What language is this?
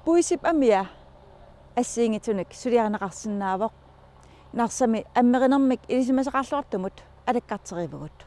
Kalaallisut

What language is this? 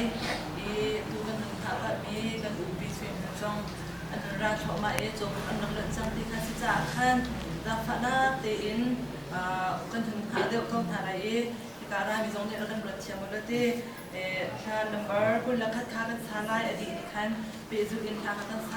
Hakha Chin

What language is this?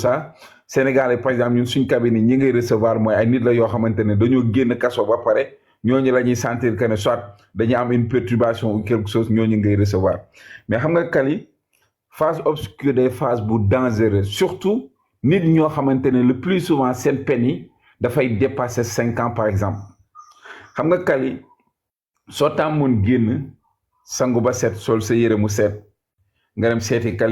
Wolof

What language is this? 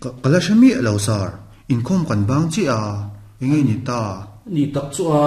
Mizo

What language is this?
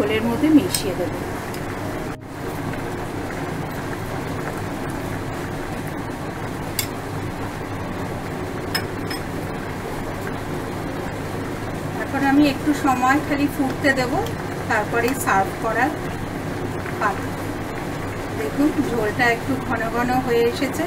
Bangla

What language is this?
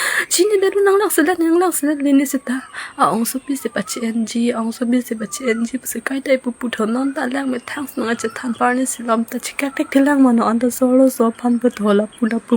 Karbi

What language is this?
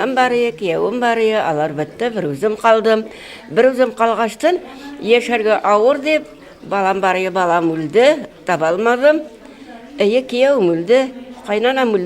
Tatar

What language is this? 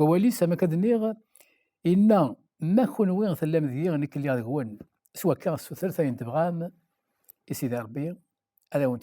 Kabyle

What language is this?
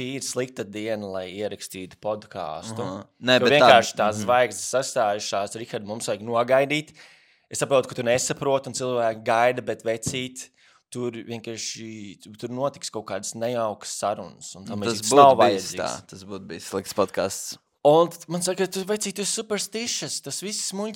Latvian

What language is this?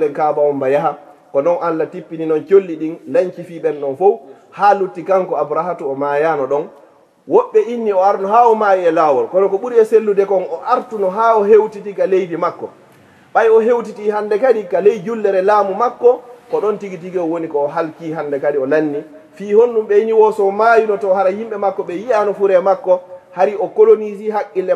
Fula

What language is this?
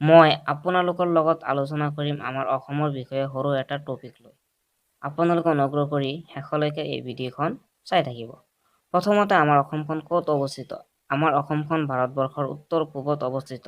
Assamese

